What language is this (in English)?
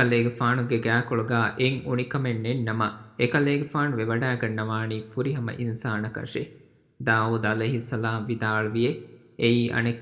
Divehi